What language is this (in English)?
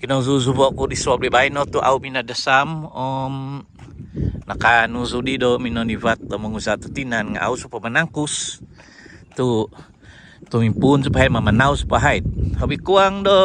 Central Dusun